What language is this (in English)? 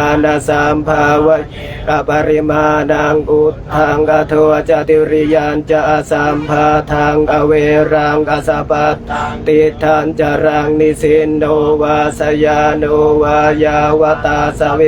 Pali